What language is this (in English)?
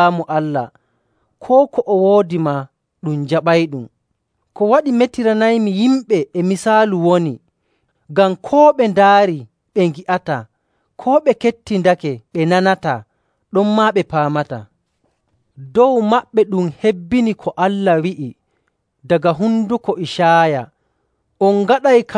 Nigerian Fulfulde